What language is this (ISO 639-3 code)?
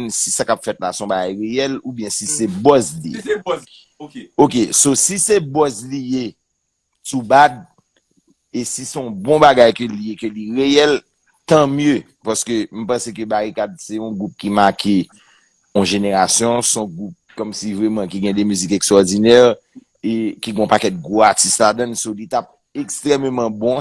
hat